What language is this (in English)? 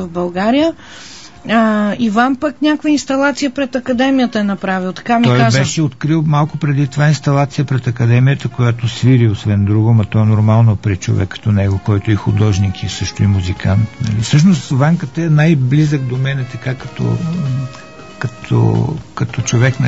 Bulgarian